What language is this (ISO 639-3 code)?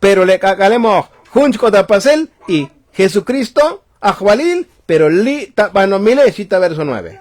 tzo